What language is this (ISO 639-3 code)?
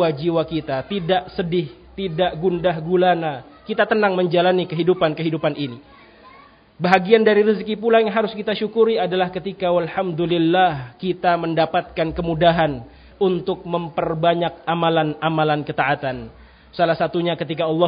ind